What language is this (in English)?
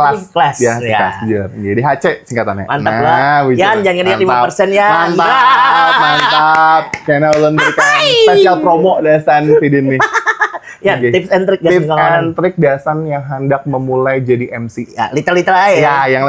Banjar